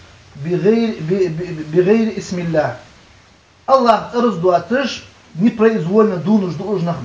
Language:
Ingush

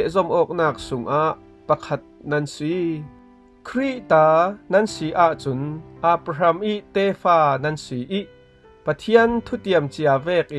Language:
Falam Chin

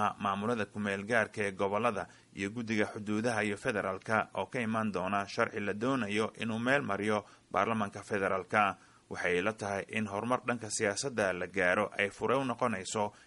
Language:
Somali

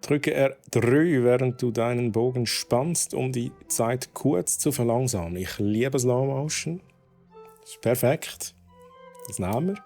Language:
Swiss German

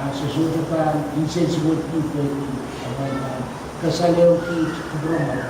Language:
Pohnpeian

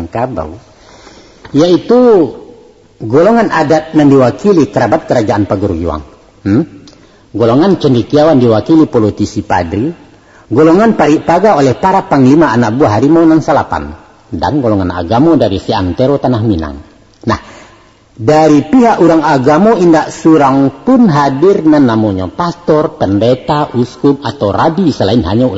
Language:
Minangkabau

